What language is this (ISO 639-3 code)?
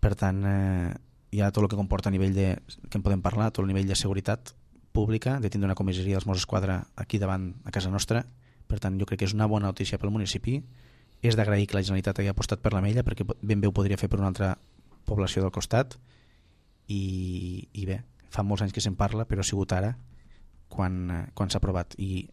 cat